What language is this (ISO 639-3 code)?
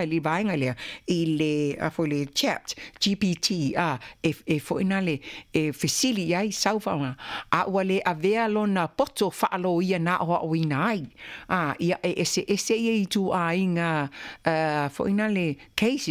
smo